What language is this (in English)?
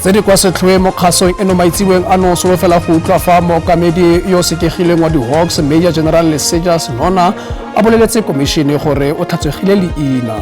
Tswana